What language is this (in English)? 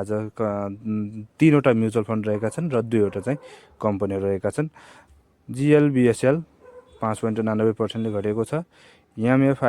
Nepali